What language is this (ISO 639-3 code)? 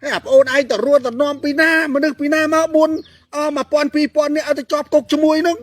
khm